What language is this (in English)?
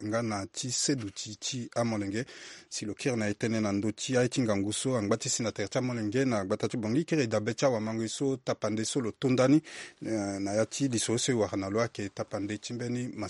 Sango